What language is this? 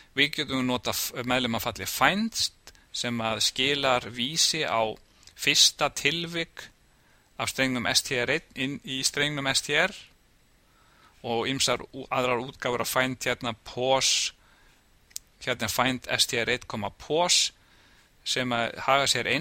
Icelandic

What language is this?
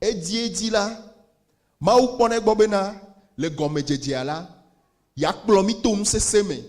Ewe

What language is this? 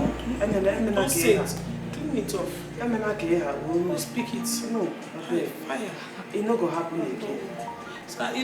Nigerian Pidgin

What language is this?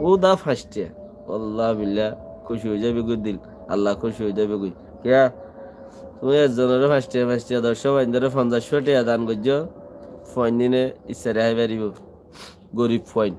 Rohingya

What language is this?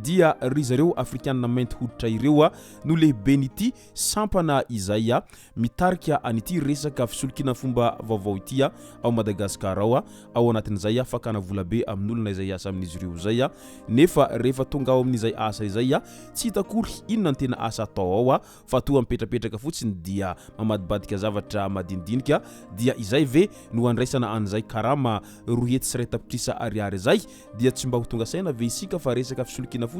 Malagasy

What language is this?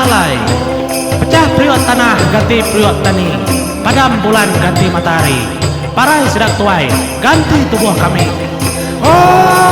Iban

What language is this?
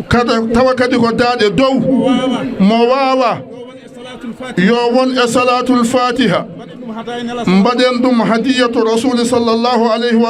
Fula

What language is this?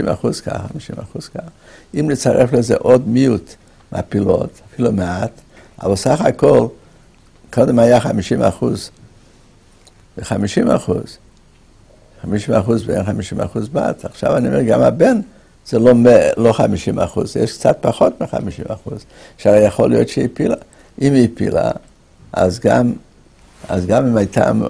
Hebrew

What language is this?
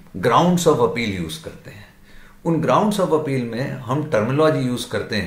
Hindi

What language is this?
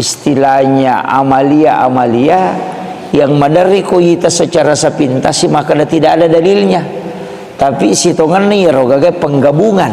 Buginese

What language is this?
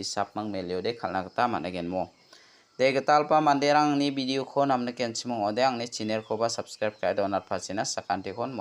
Garo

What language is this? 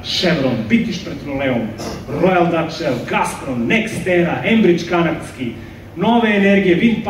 Serbian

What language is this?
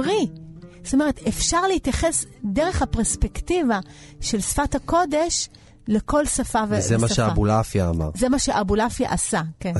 Hebrew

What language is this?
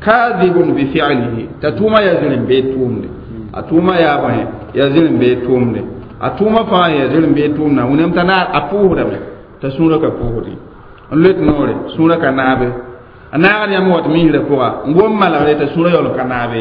Mossi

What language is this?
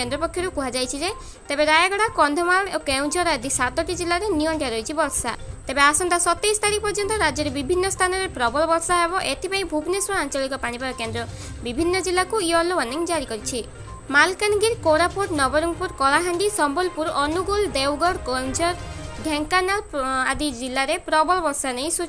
Odia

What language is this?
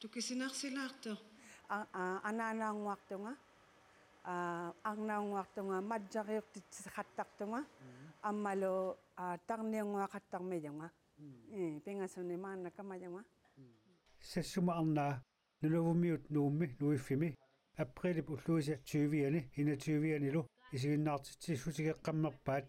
Kalaallisut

